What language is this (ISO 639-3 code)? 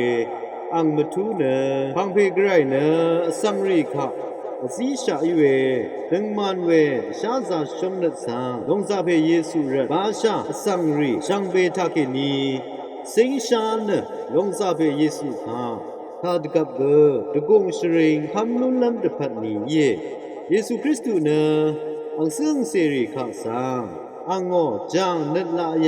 raw